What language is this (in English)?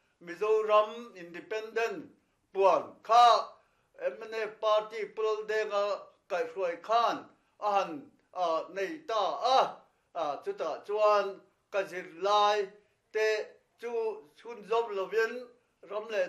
Mizo